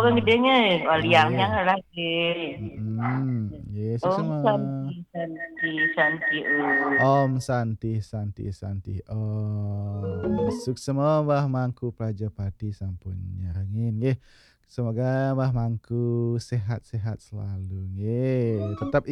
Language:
Balinese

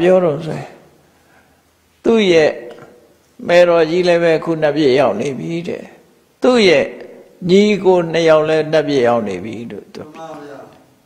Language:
Burmese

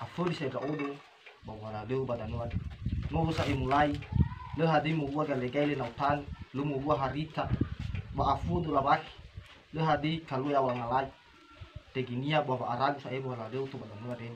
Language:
Nias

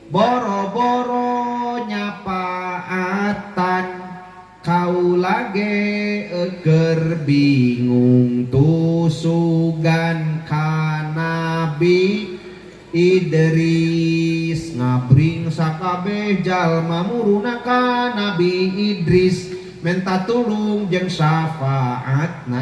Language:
Sundanese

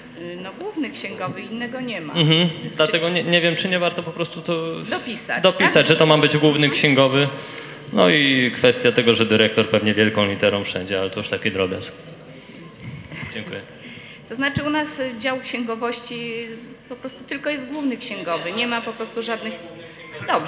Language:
Polish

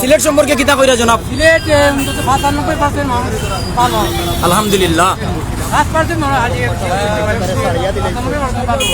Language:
Sylheti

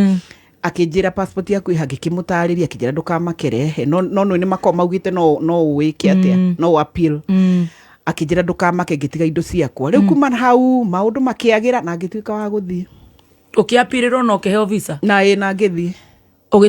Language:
Kikuyu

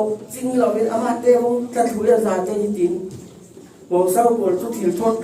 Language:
Falam Chin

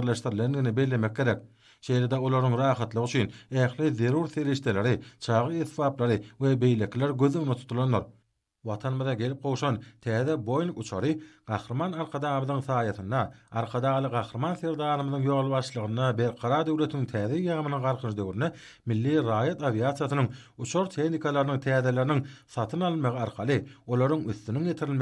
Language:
Turkmen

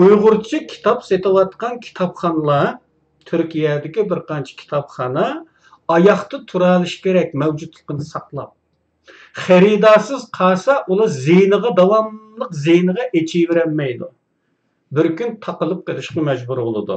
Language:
Uyghur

